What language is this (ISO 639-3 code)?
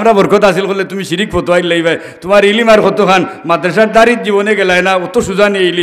syl